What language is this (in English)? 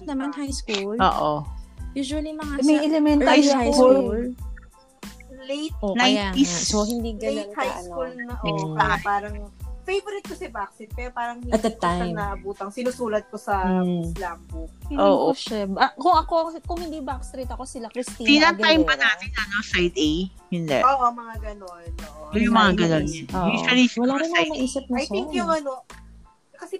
Filipino